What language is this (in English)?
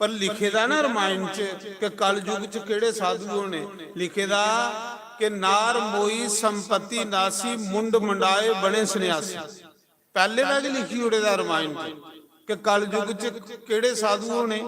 Dogri